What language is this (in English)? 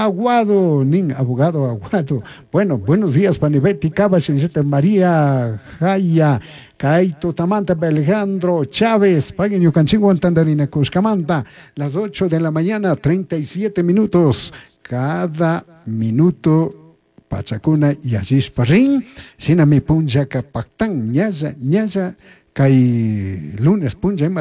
Chimborazo Highland Quichua